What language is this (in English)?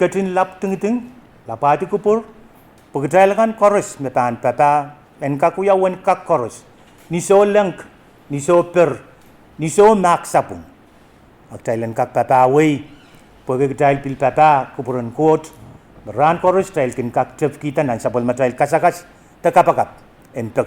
Pohnpeian